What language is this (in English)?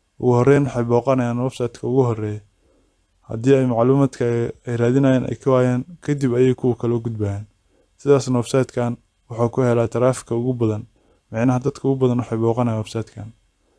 Somali